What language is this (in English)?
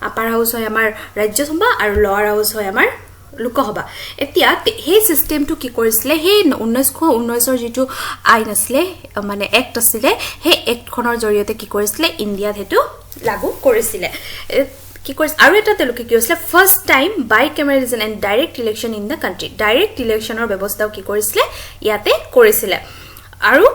Assamese